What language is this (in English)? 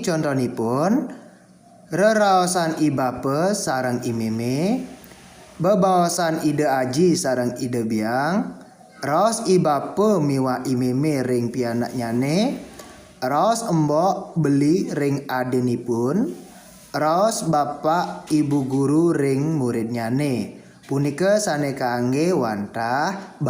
Balinese